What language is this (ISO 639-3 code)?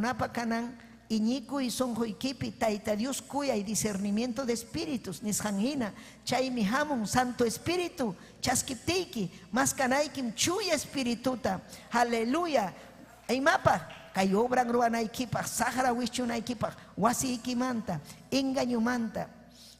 quy